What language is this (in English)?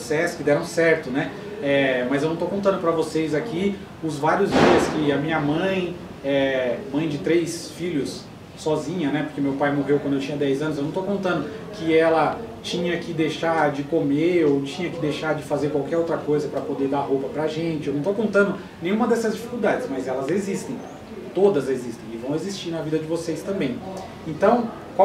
Portuguese